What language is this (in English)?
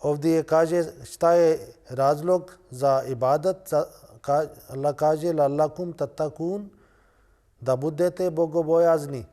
Bosnian